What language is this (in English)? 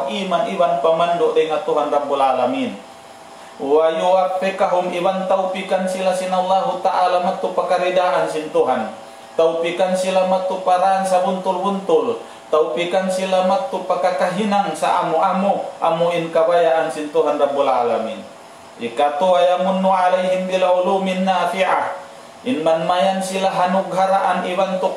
Tausug